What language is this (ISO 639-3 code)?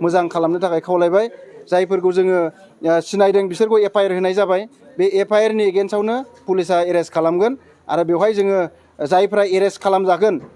brx